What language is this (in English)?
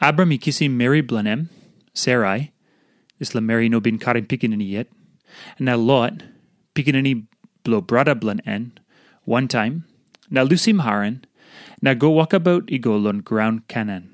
Tok Pisin